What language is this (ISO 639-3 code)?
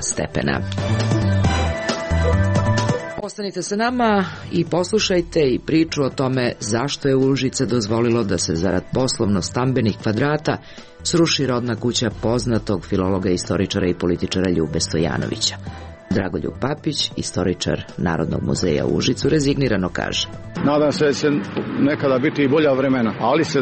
srp